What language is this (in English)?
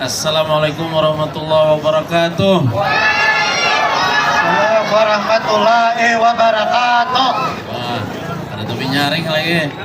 Banjar